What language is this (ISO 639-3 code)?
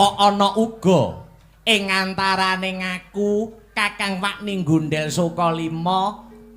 jav